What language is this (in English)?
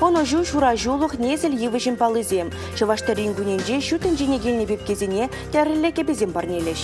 Chuvash